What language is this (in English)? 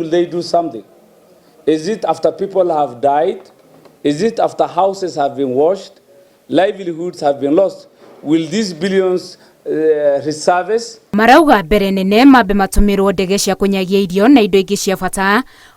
Kikuyu